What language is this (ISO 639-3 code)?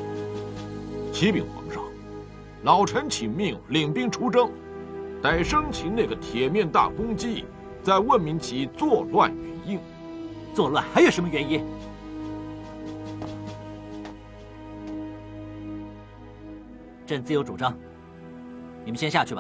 zho